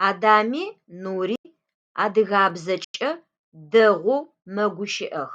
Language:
Adyghe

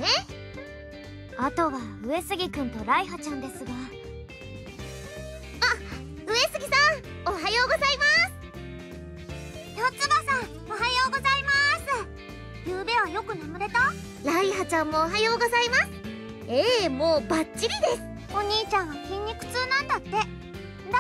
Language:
Japanese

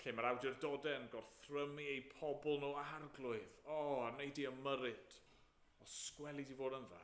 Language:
Welsh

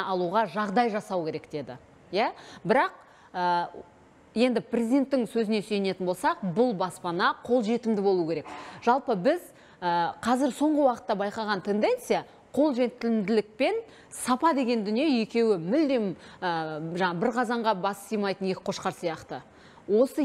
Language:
Kazakh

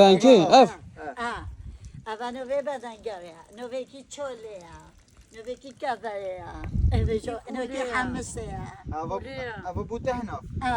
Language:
Kurdish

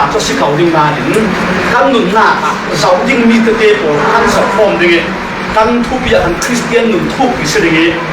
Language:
Falam Chin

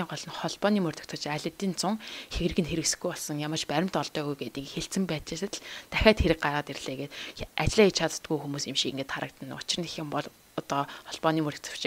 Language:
Mongolian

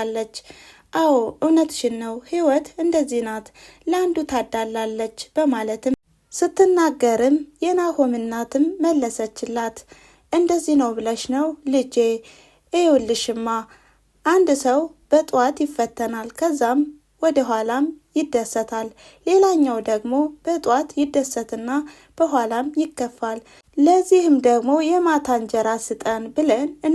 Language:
Amharic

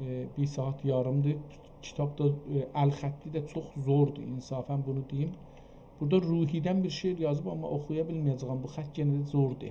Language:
South Azerbaijani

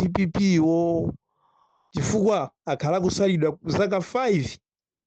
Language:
Nyanja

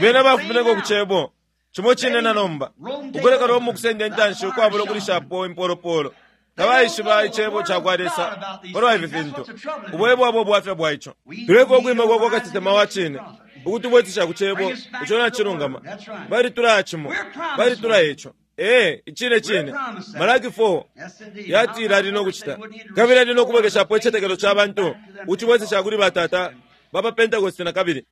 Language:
Bemba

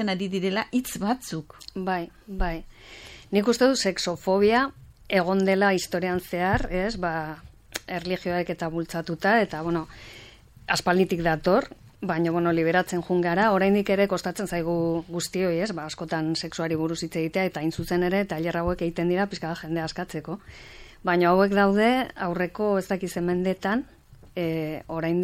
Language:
Basque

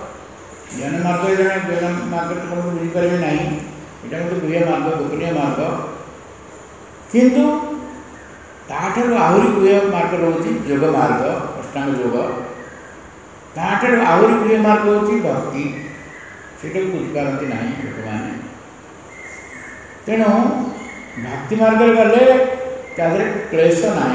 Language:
Odia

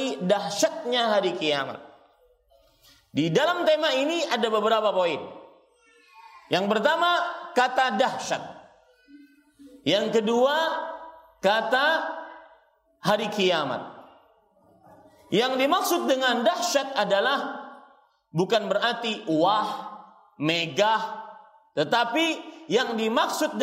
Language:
Indonesian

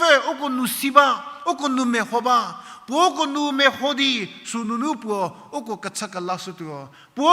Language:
Angami Naga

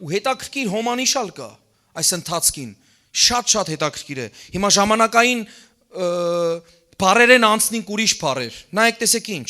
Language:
Western Armenian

